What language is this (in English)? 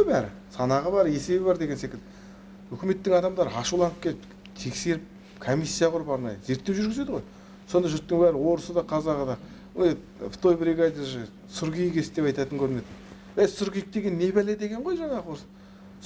Kazakh